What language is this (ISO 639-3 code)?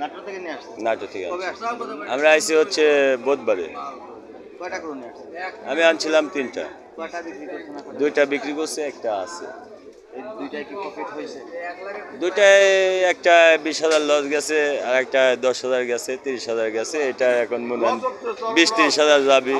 syl